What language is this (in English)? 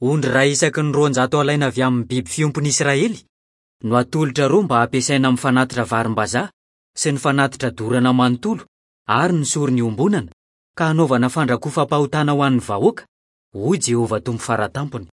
Malagasy